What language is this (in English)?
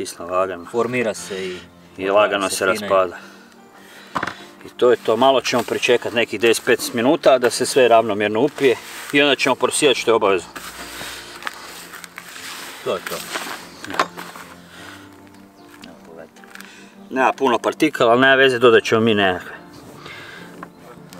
Croatian